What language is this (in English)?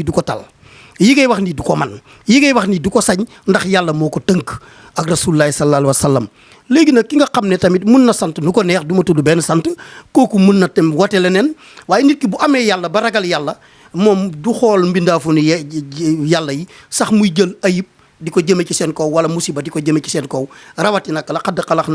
Wolof